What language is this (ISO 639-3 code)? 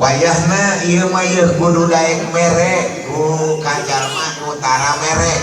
sun